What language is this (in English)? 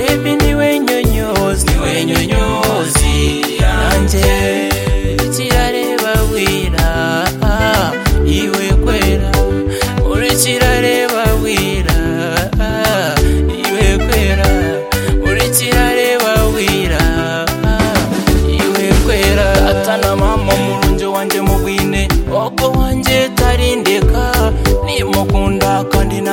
Kinyarwanda